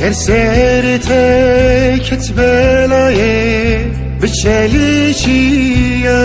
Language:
Kurdish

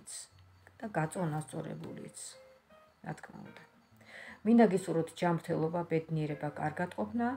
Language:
Georgian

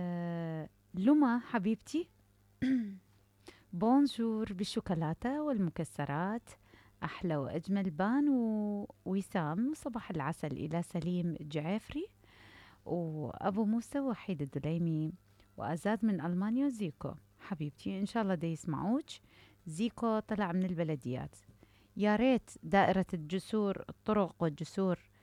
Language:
Mesopotamian Arabic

